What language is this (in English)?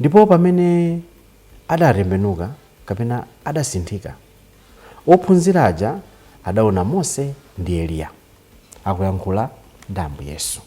Nyanja